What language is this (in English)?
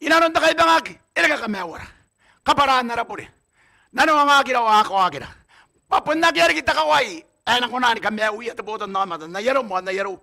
Gilbertese